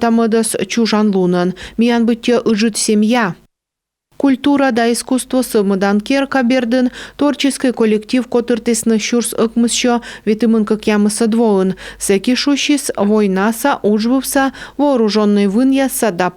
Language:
Komi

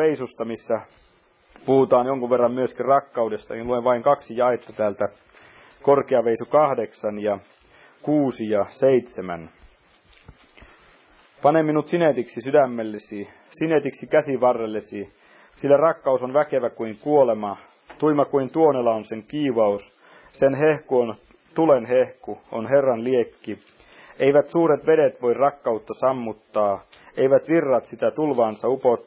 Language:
Finnish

